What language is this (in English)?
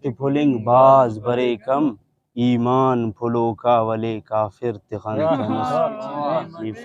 Brahui